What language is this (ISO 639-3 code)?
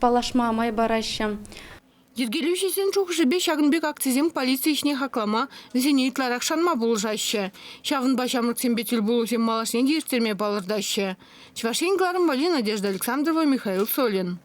chv